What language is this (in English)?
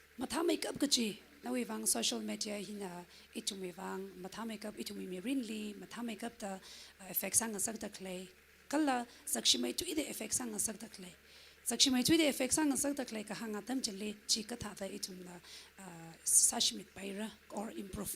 Tangkhul Naga (India)